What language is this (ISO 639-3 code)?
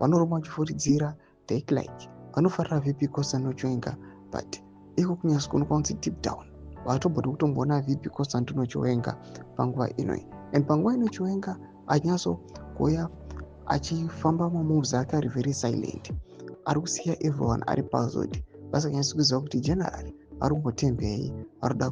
sna